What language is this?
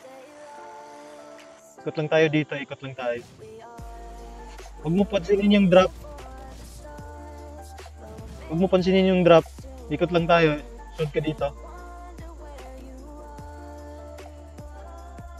Filipino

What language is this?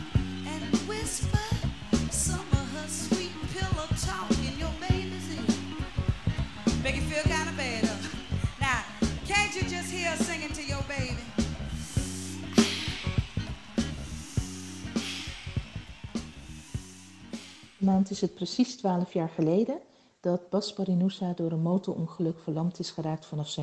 Dutch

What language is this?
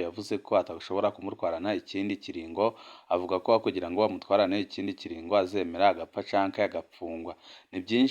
Rundi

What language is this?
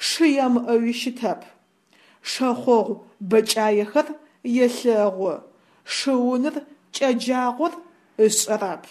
Adyghe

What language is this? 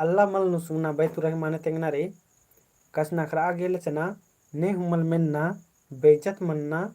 Kurukh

